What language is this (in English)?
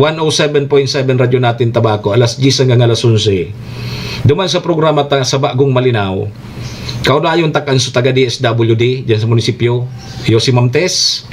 Bikol